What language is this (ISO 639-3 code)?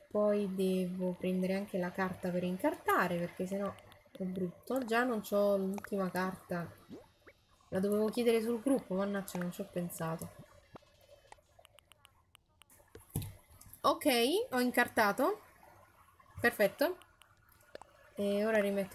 ita